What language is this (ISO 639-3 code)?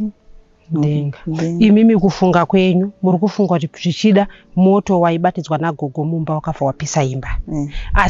sna